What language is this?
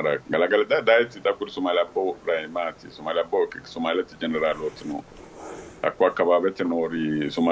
Sidamo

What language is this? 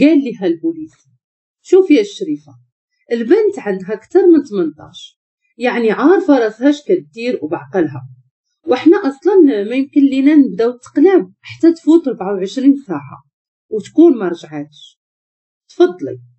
Moroccan Arabic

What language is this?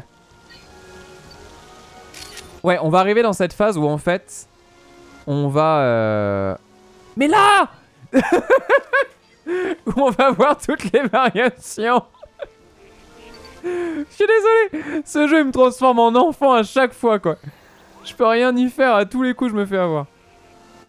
French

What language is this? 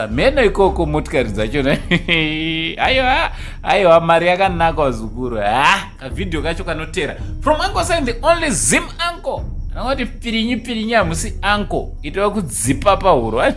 Shona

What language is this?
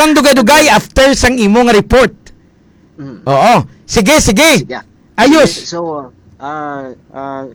Hiligaynon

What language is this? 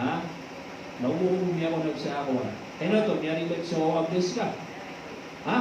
Maranao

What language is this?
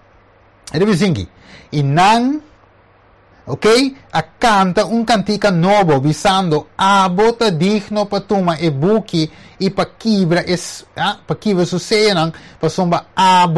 Papiamento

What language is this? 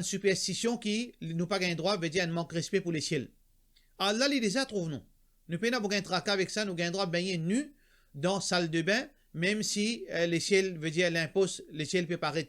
Morisyen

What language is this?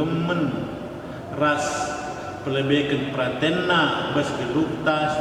Batak Karo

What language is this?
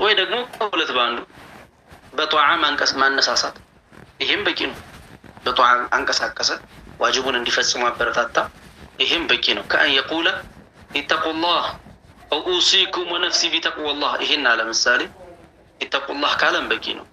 Amharic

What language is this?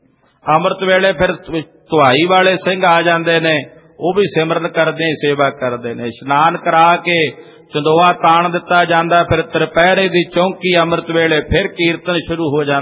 Punjabi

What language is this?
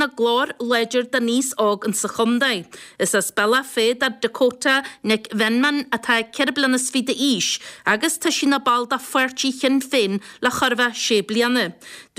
Irish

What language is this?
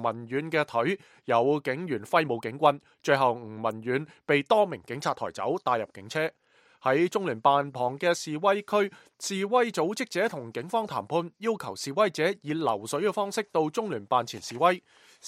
Cantonese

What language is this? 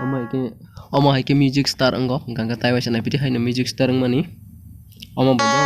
Kok Borok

